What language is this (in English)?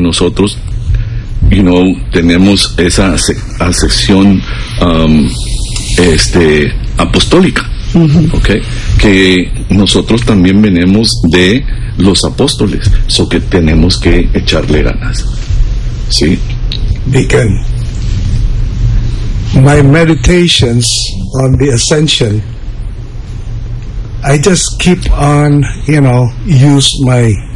Spanish